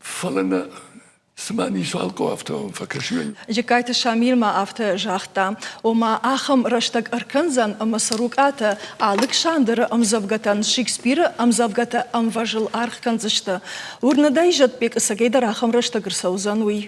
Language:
Ossetic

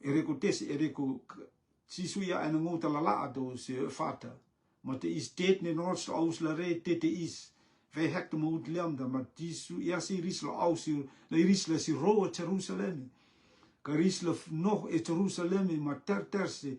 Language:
Rotuman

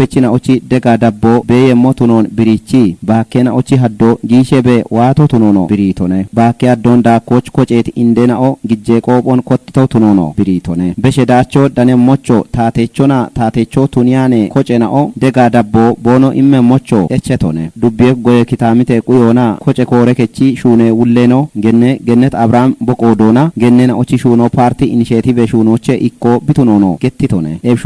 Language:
Kafa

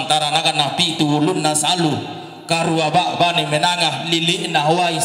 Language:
Toraja-Sa'dan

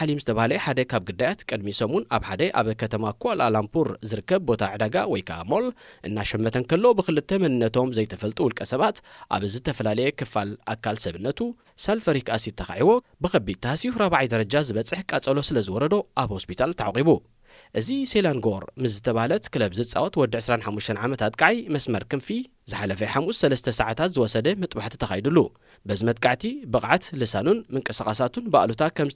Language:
Tigrinya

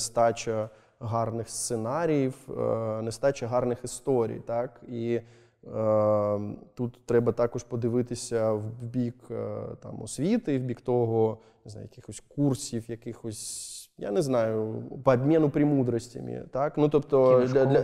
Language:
Ukrainian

